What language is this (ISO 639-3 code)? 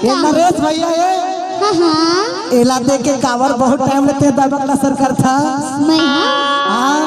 hne